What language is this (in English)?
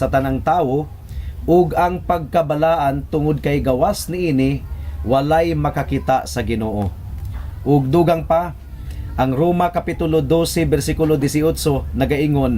Cebuano